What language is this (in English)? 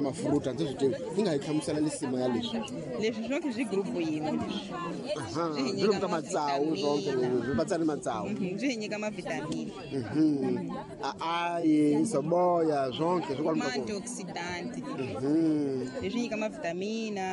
Tsonga